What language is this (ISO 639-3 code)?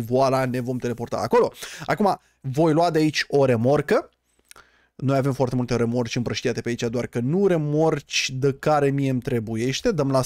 ron